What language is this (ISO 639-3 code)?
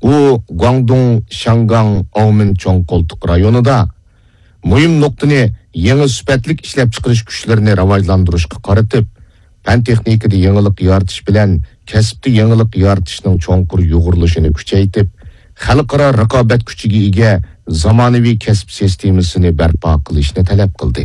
uig